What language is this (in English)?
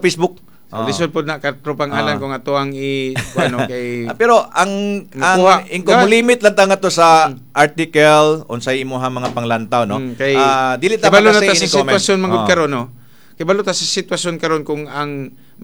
Cebuano